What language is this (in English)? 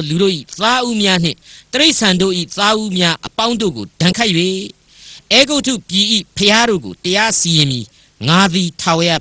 Burmese